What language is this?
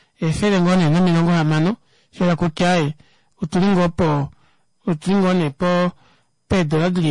Kuanyama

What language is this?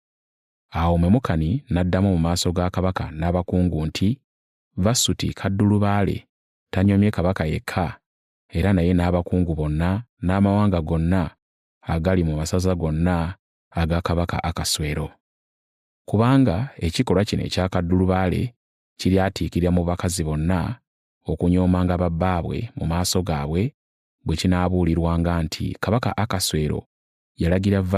Ganda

